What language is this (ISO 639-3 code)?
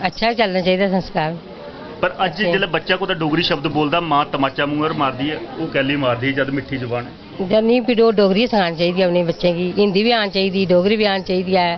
doi